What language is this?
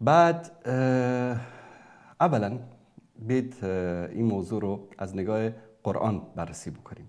Persian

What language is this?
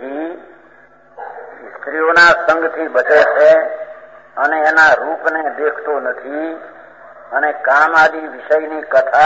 Gujarati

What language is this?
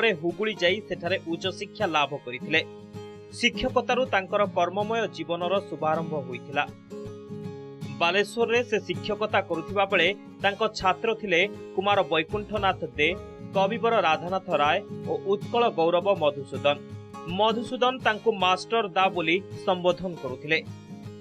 Odia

